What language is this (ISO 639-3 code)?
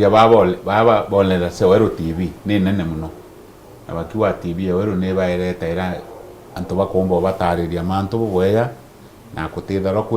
mer